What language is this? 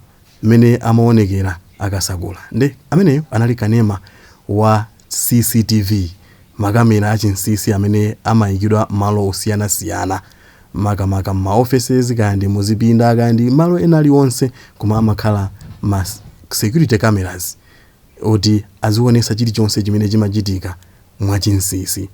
Nyanja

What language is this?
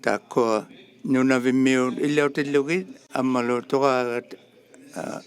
Inuktitut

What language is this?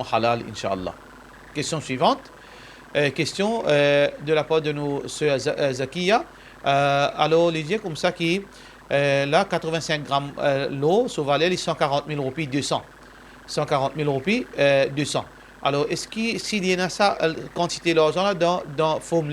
Morisyen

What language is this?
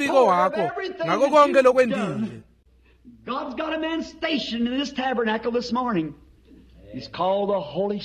Swati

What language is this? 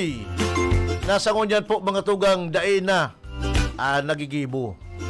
Bikol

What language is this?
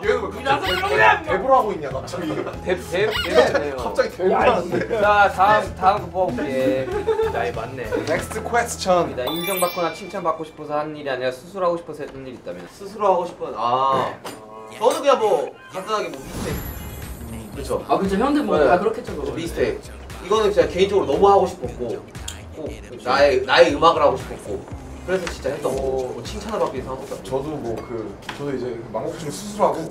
Korean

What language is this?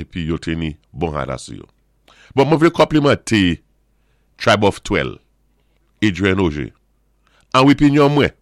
Saint Lucian Creole French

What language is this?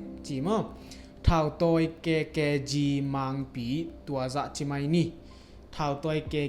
Tedim Chin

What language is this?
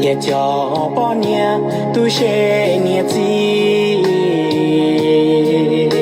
Hmong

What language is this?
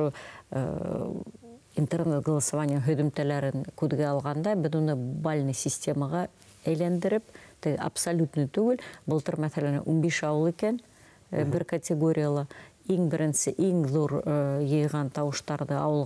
Bashkir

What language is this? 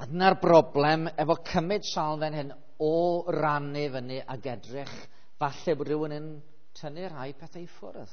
Welsh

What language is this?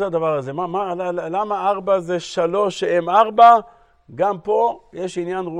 Hebrew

